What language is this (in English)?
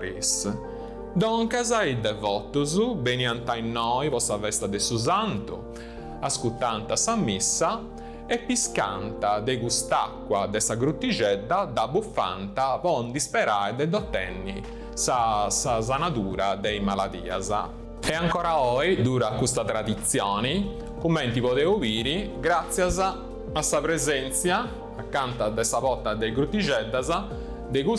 Sardinian